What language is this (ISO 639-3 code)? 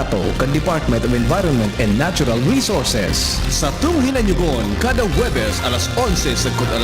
bik